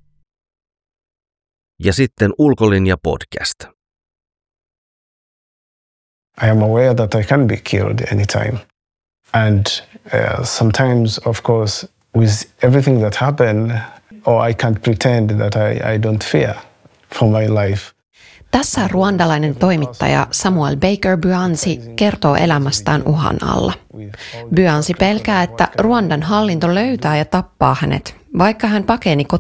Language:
Finnish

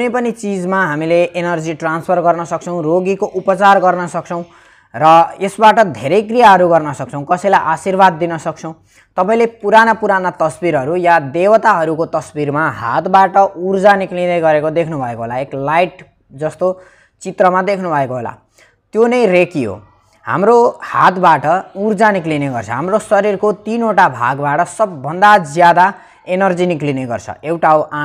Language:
Nepali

